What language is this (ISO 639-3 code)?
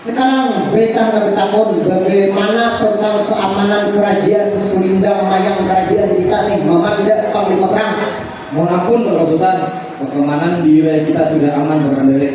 bjn